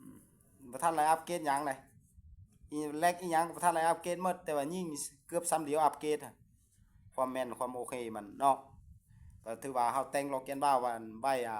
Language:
Lao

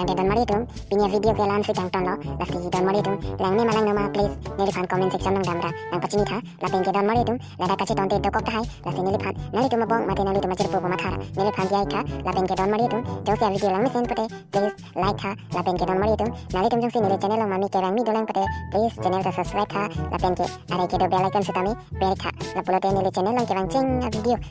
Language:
Karbi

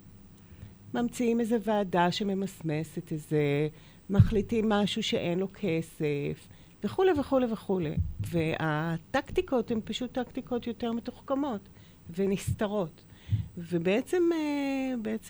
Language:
Hebrew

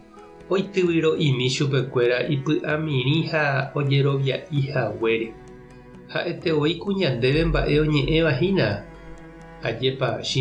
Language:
Guarani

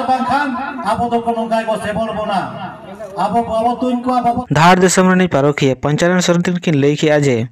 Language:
Santali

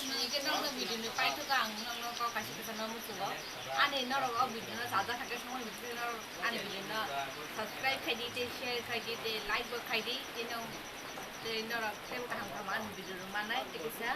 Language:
Kok Borok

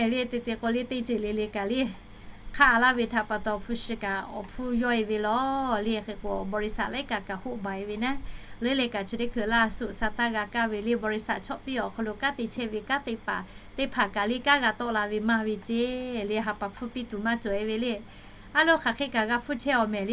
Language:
Lahu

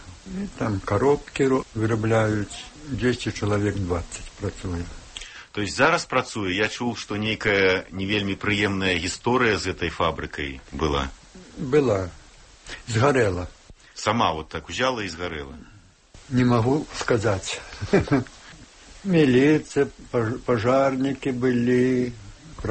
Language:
Belarusian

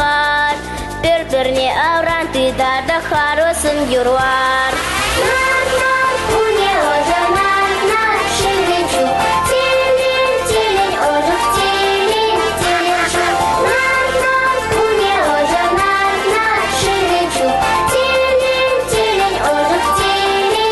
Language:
Chuvash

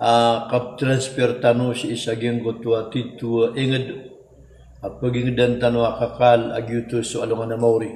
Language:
Maranao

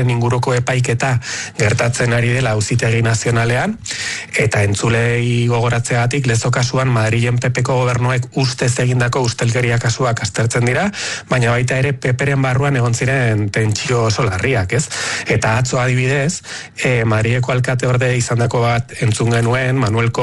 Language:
Basque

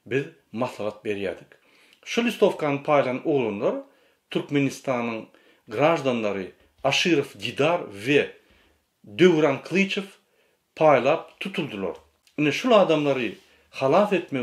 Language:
Turkmen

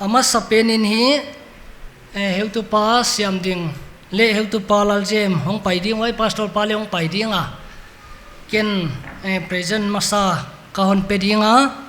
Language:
Paite Chin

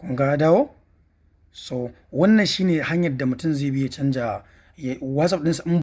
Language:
Hausa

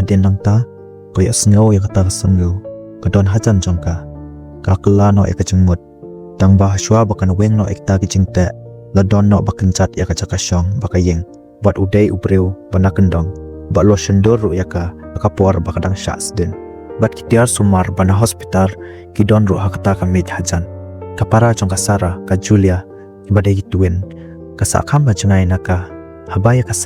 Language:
Khasi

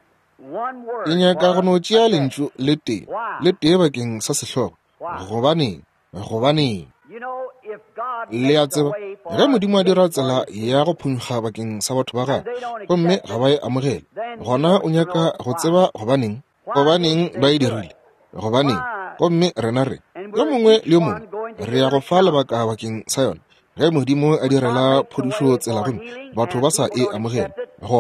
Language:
Northern Sotho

